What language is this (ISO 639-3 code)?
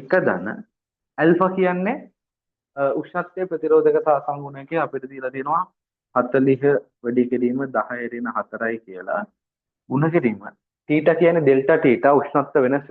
sin